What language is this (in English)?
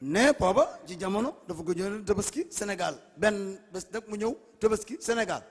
Wolof